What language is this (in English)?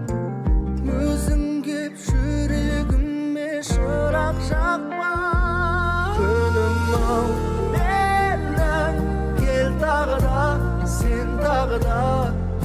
Kazakh